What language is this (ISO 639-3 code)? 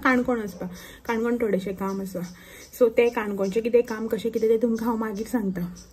kok